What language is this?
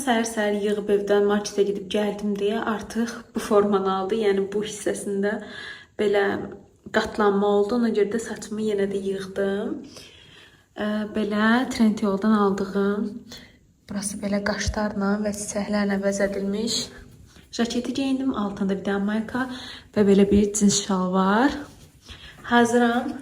Azerbaijani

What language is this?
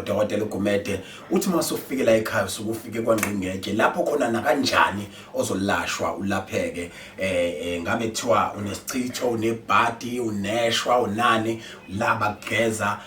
Zulu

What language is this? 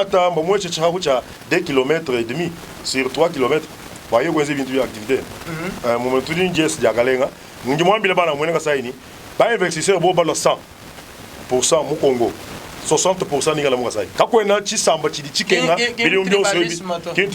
Luba-Lulua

